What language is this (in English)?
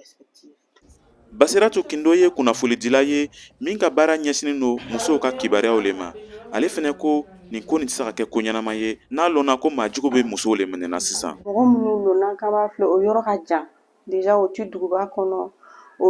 Bambara